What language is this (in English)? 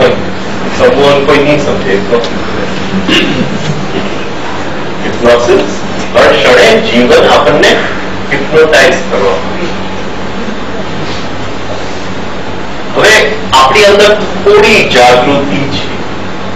Gujarati